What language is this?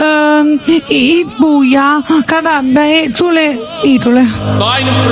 Italian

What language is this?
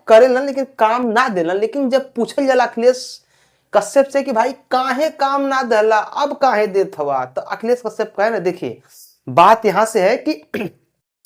Bhojpuri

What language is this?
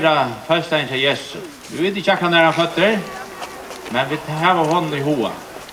Faroese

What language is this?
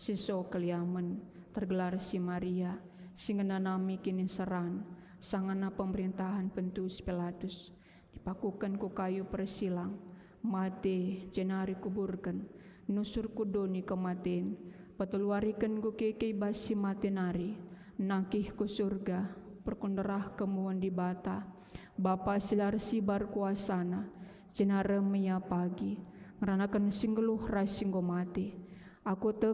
Batak Karo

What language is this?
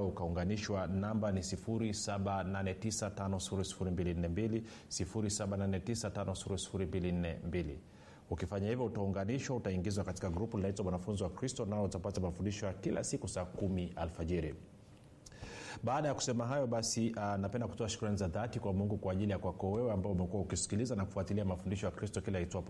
Swahili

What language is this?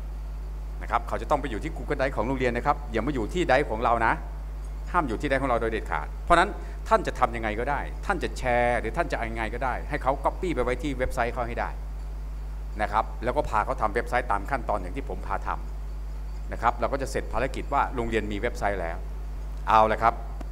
Thai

